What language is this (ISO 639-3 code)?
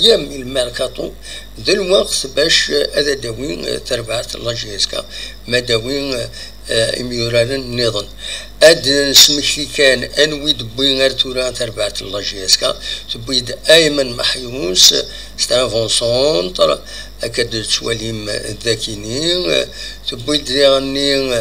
kab